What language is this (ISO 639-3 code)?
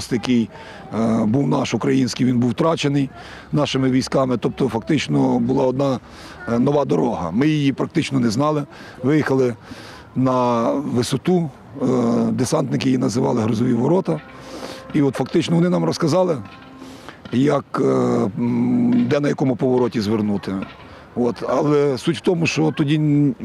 ukr